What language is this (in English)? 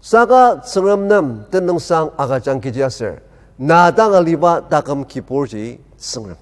Ao Naga